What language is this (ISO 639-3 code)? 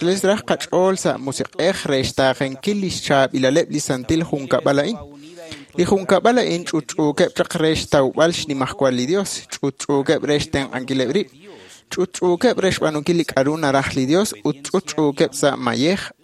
kek